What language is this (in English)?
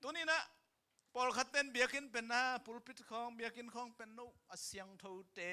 Tedim Chin